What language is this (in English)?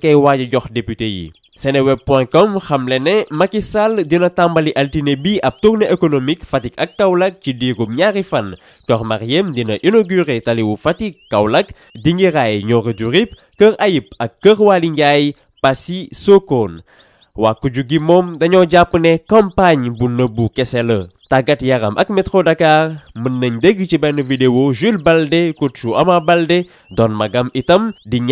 Wolof